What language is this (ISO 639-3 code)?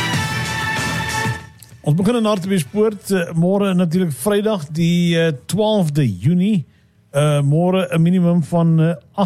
afr